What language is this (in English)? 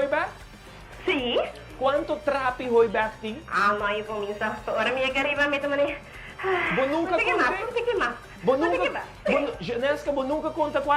Papiamento